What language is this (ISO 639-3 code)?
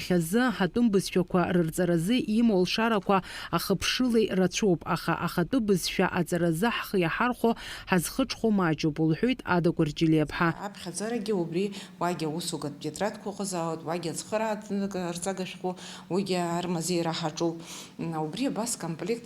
abk